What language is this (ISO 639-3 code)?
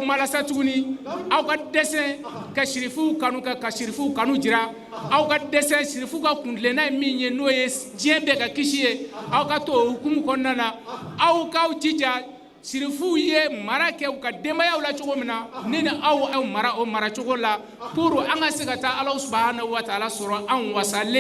bam